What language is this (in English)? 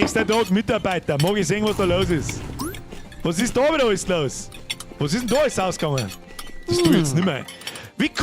Bavarian